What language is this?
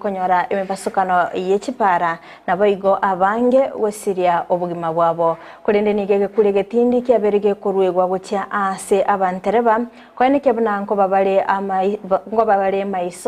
Gusii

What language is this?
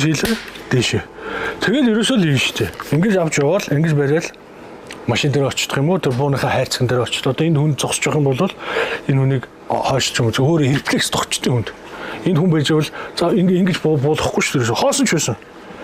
Mongolian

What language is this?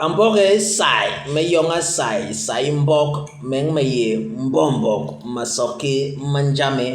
Basaa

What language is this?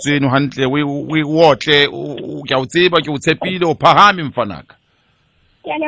Southern Sotho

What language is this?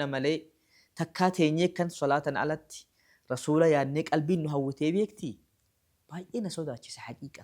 Oromo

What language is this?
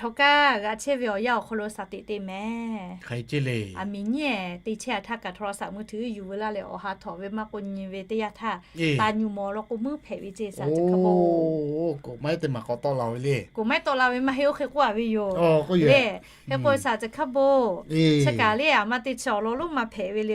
Lahu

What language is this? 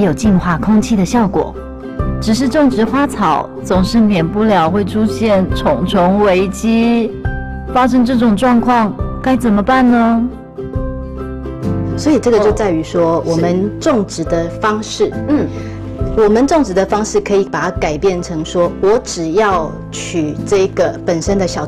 Chinese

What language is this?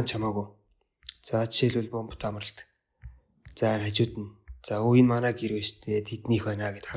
Mongolian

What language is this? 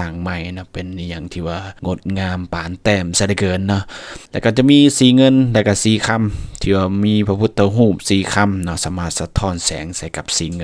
Lao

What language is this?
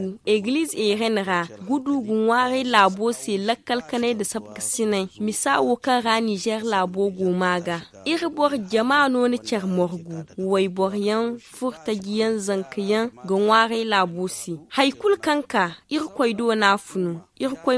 Zarma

